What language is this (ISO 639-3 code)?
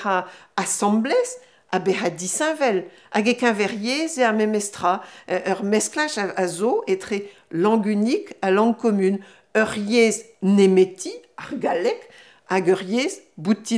bre